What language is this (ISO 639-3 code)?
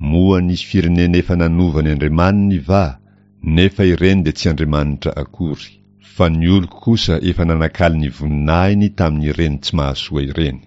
mlg